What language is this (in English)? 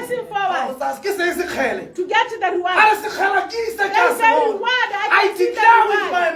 Tswana